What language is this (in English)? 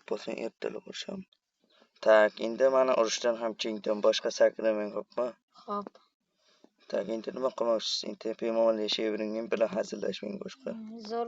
Uzbek